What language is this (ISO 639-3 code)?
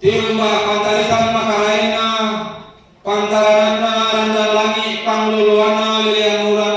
sda